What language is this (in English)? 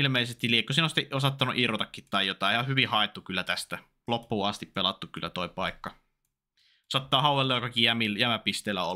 Finnish